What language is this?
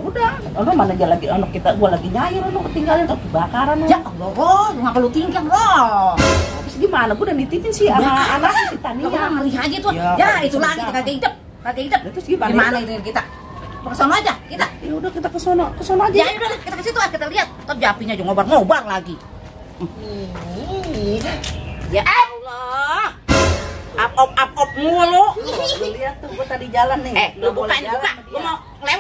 Betawi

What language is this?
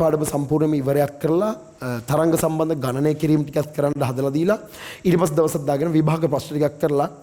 Sinhala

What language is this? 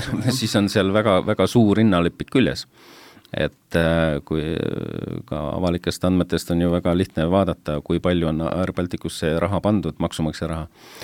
Estonian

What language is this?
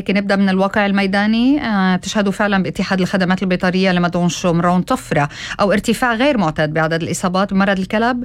North Levantine Arabic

